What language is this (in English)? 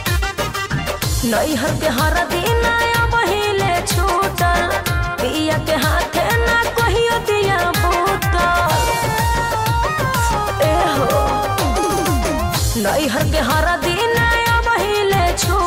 Bhojpuri